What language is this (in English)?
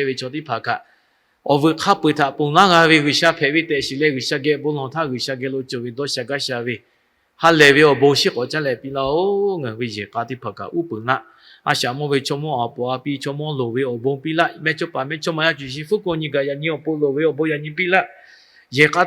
Lahu